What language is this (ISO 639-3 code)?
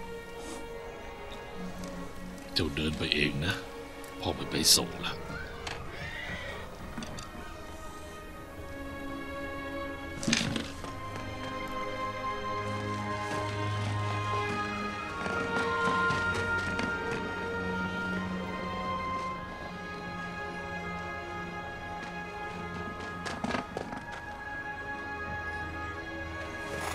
tha